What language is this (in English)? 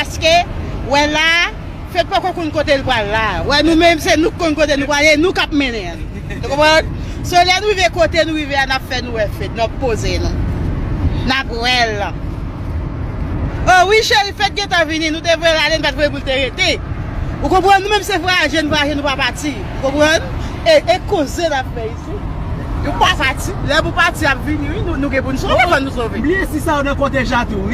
Haitian Creole